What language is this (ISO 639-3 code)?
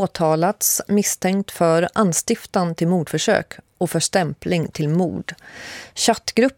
swe